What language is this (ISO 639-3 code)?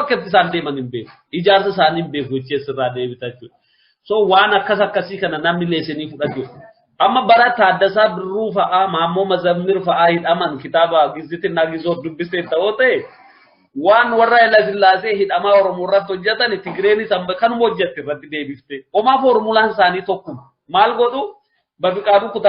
orm